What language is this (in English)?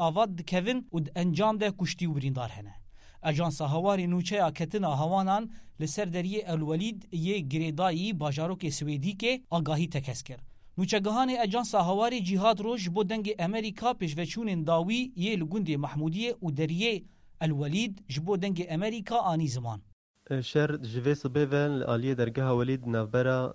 Kurdish